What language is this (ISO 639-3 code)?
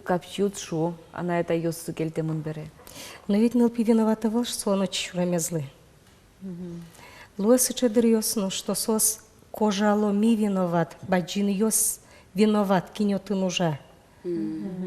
udm